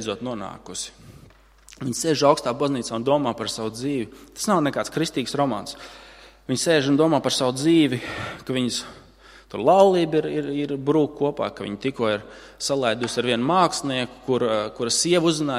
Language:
Latvian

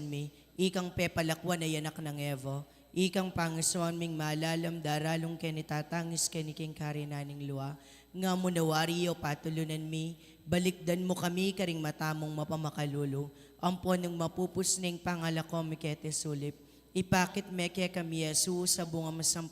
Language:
Pampanga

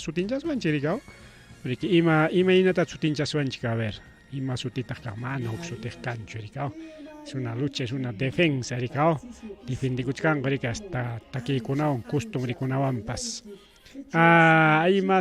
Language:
Ayacucho Quechua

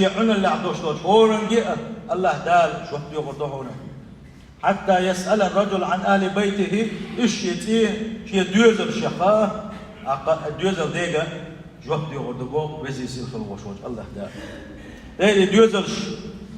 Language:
Chechen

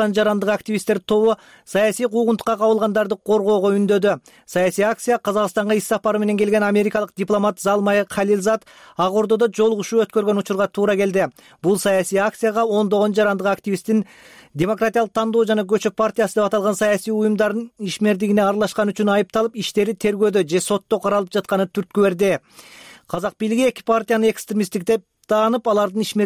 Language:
Kyrgyz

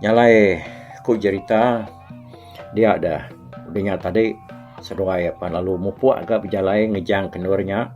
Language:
Iban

